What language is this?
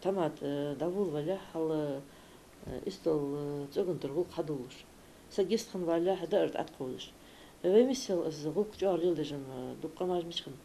Ingush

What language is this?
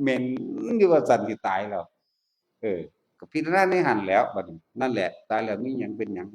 Northeastern Thai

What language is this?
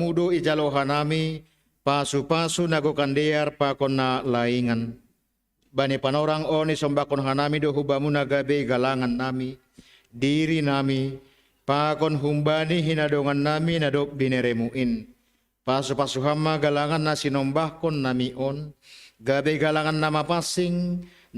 Batak Simalungun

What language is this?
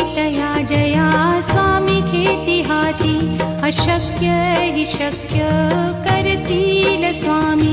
Marathi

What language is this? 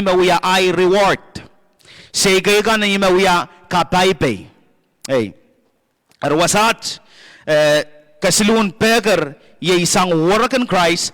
Pohnpeian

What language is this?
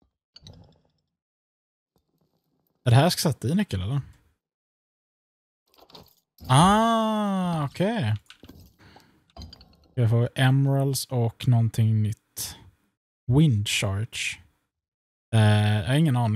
Swedish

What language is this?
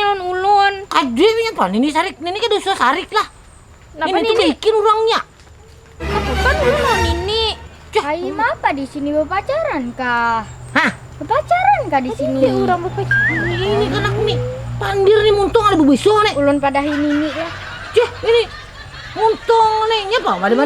Banjar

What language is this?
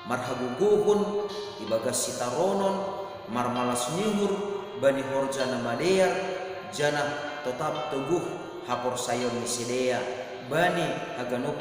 Batak Simalungun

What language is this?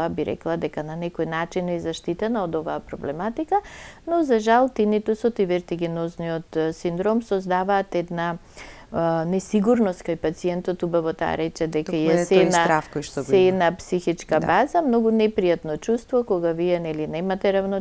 Macedonian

